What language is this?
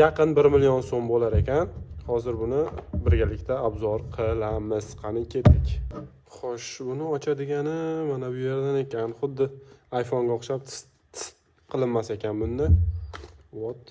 Uzbek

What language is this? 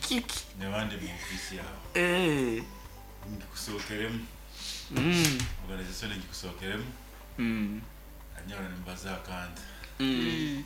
Nyankole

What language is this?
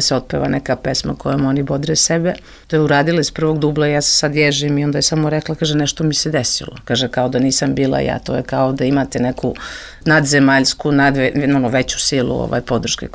Serbian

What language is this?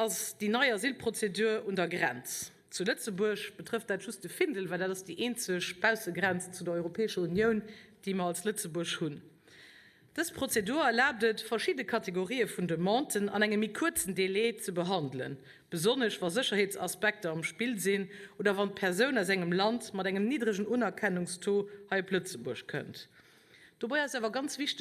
Luxembourgish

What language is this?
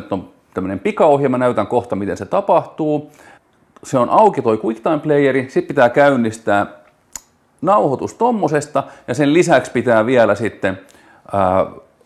Finnish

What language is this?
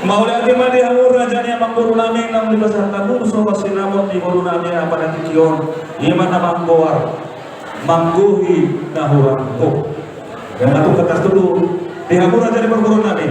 Batak Toba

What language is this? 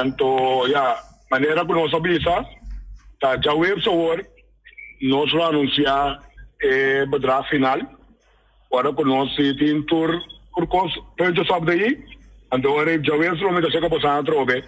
Papiamento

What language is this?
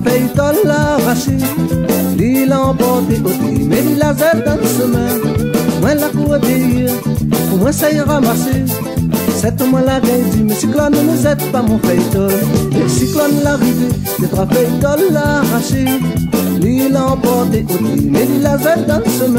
Réunion Creole French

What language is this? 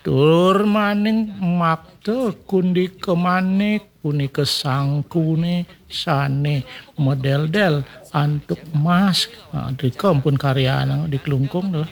Balinese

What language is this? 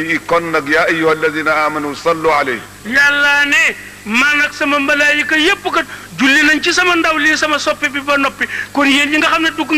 Wolof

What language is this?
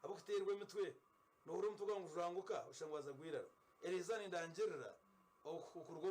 Nyankole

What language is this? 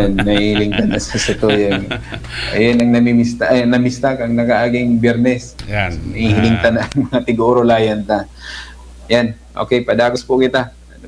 Bikol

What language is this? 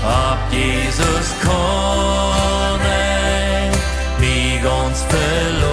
Plautdietsch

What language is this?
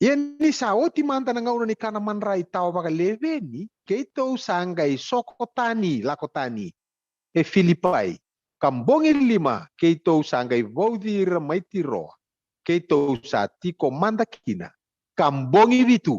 Fijian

